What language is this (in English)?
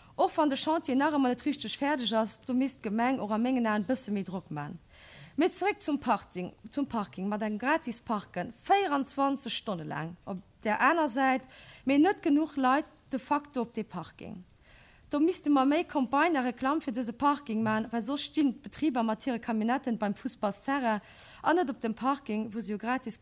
Luxembourgish